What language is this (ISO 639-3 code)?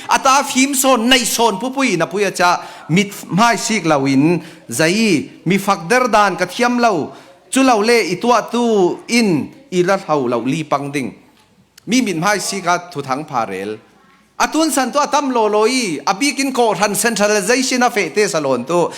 cfm